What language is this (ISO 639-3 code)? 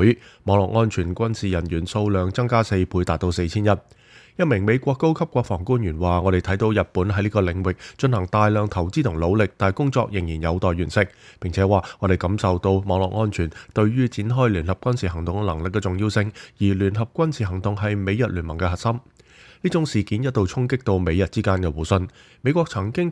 yue